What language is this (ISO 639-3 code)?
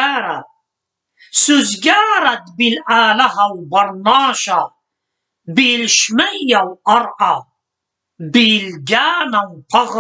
aii